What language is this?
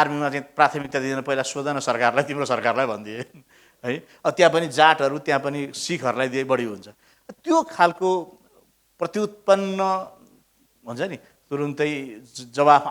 Nepali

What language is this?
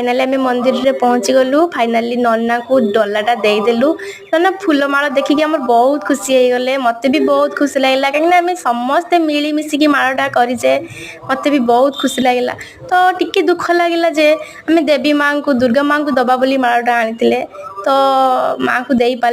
Odia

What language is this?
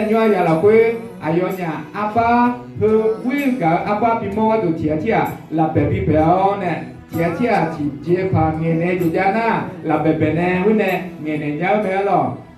Akha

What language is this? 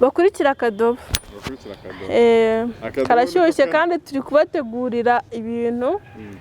Kinyarwanda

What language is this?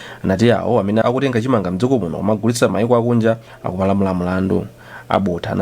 Nyanja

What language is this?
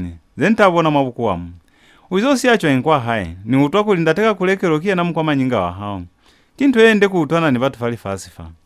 Lozi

